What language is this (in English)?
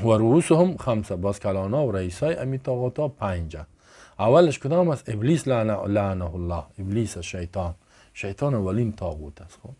Persian